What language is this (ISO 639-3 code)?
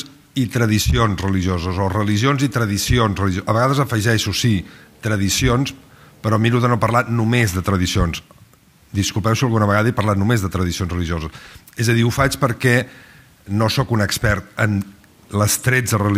cat